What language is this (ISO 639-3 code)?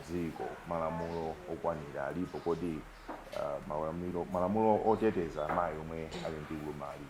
nya